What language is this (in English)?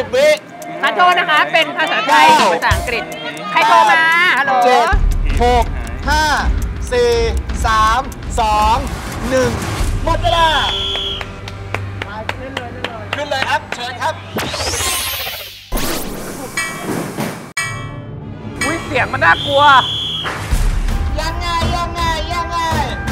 Thai